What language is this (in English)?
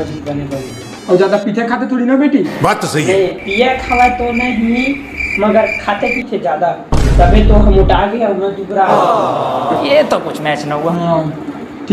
Chhattisgarhi